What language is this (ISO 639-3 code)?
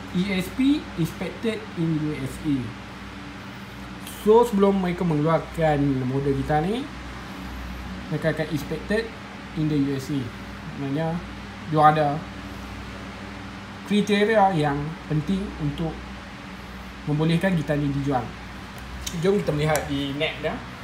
msa